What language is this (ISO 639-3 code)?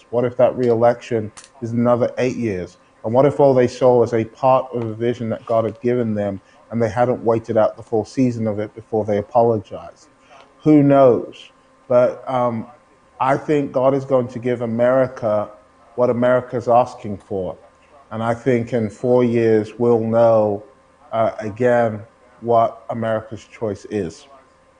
eng